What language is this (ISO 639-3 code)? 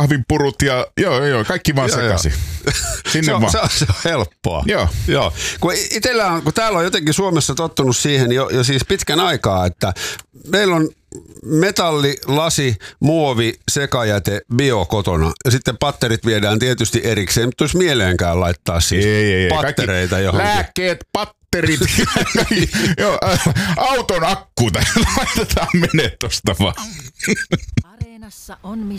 fin